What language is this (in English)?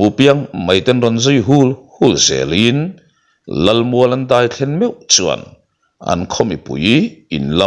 Mizo